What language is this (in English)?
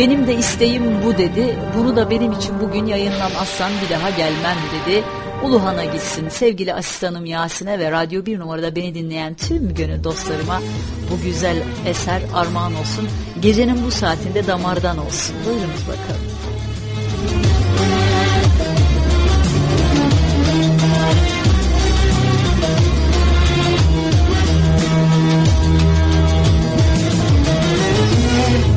Turkish